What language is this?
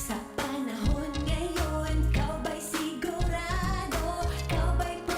Bikol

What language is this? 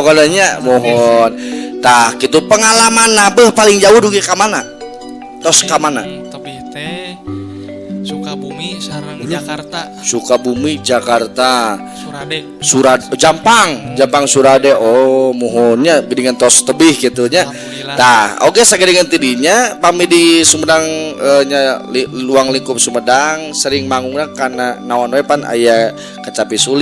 Sundanese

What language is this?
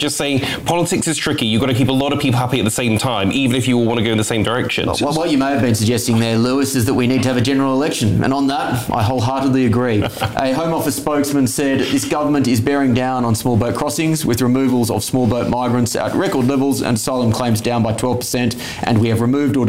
English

